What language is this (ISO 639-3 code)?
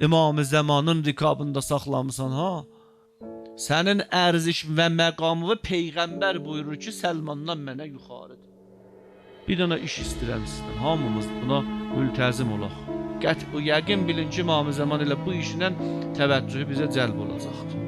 azb